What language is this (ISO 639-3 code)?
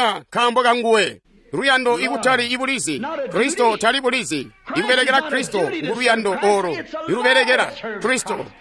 toi